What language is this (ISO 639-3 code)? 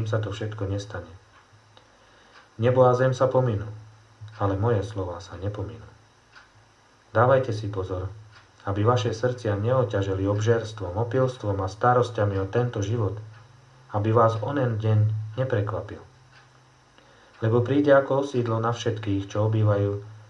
slk